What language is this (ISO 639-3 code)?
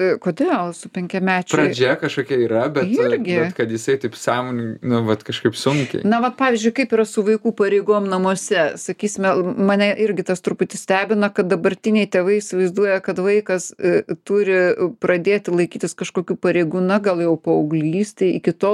lit